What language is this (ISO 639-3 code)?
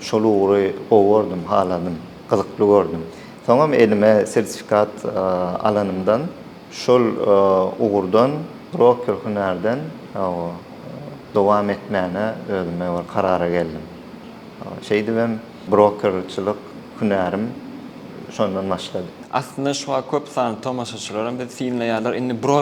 tuk